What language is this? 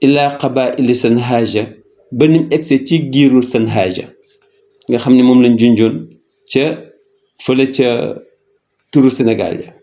Wolof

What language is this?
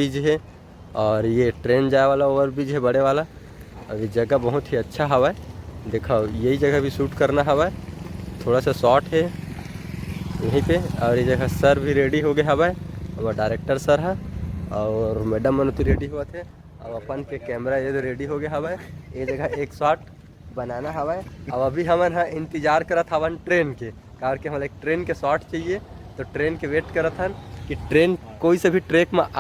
Chhattisgarhi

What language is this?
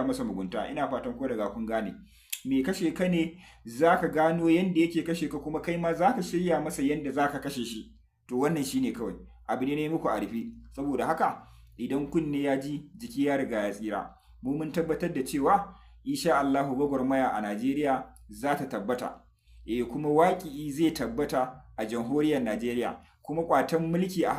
Hausa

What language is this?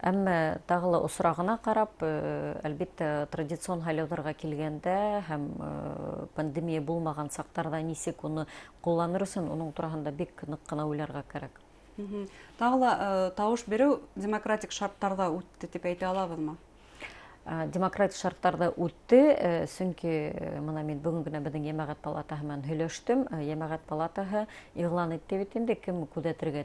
Bashkir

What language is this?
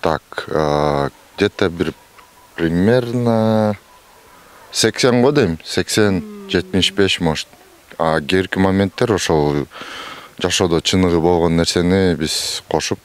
Kyrgyz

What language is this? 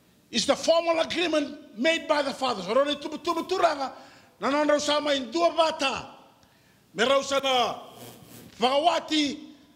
Fijian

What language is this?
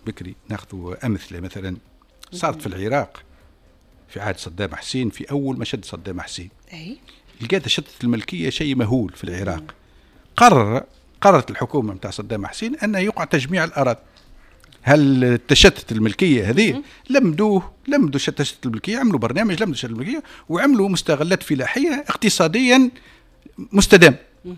Tunisian Arabic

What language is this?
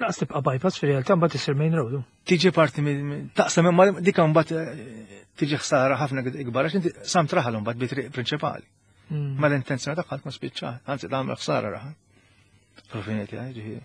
Maltese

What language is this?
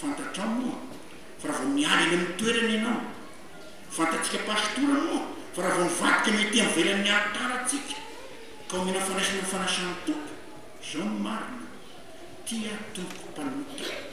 Malagasy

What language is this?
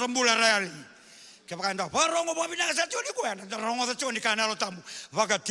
Fijian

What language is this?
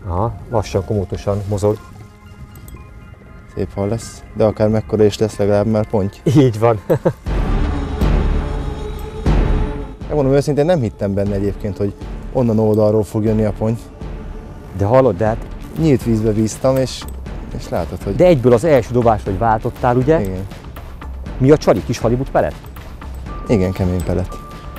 Hungarian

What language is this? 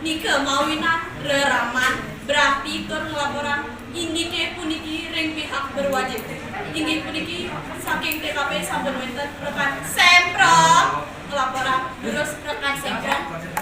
Balinese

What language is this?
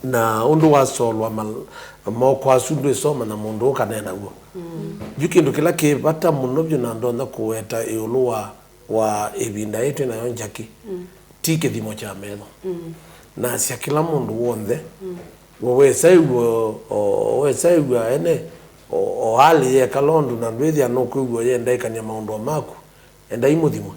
Kamba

